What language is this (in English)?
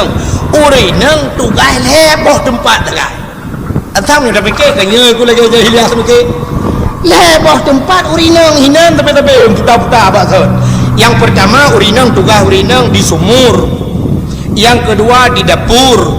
Achinese